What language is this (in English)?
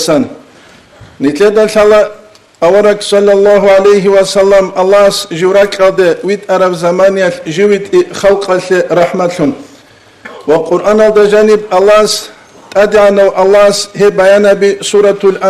Avaric